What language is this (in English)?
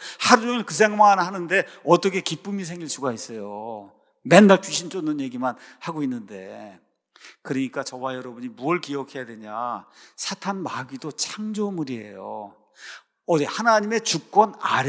Korean